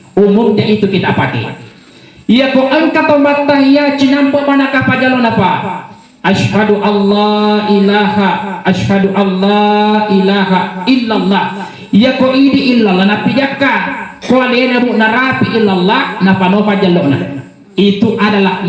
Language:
Buginese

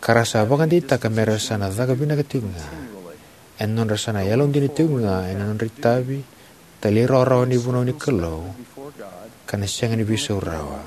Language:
Fijian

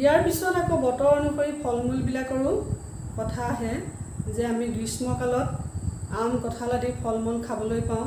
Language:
Assamese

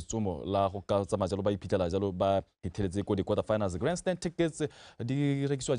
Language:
Tswana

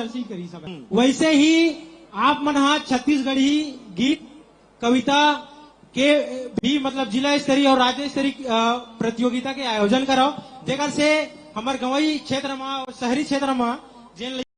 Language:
Chhattisgarhi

